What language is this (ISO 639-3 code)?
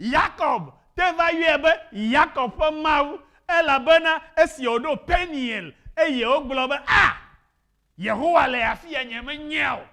ewe